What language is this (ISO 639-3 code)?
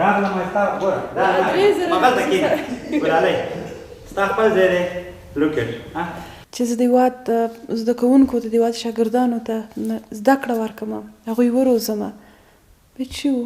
pus